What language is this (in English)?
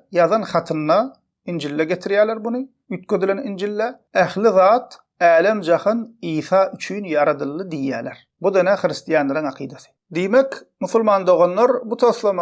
Turkmen